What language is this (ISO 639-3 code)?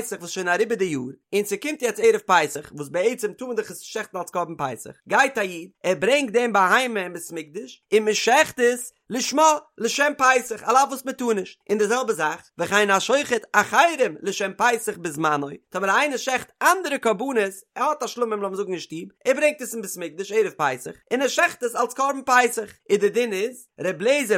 yid